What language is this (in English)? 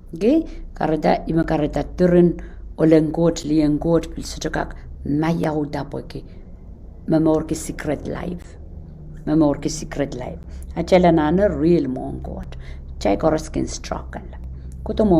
Pohnpeian